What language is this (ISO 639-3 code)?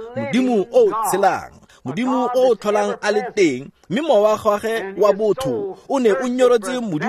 tsn